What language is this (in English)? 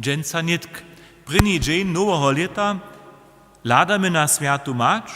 Upper Sorbian